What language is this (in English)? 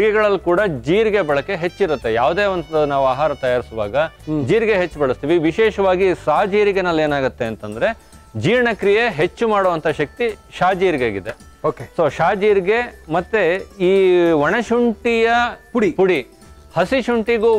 Kannada